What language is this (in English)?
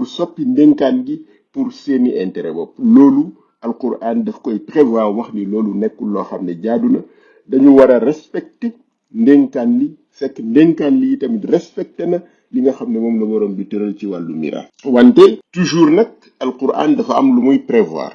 Wolof